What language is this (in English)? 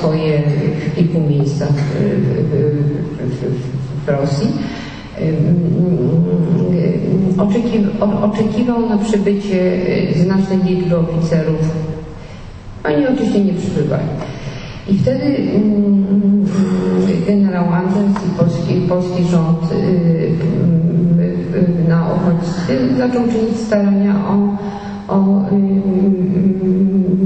Polish